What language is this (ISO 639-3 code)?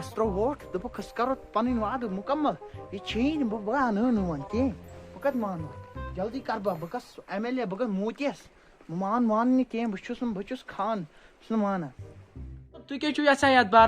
kas